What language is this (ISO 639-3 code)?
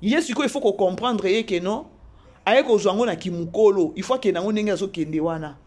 lin